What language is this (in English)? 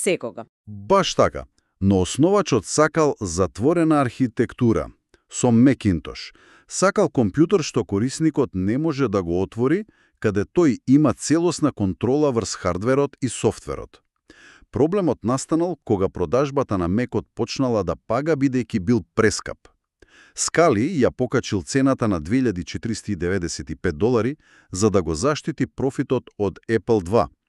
Macedonian